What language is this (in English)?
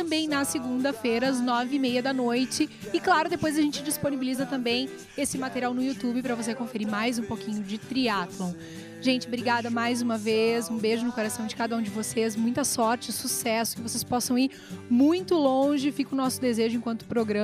Portuguese